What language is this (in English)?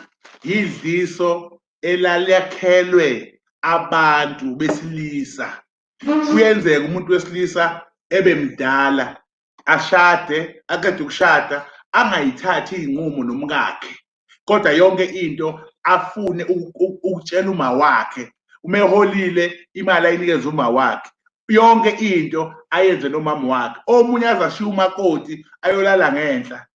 Zulu